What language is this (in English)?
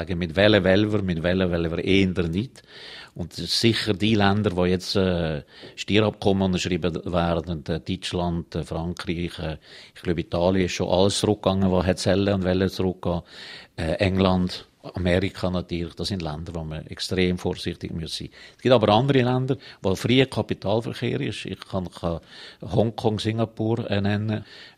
German